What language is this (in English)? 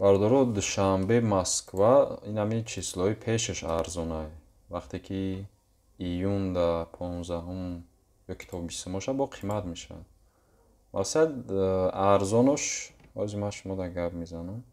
Tajik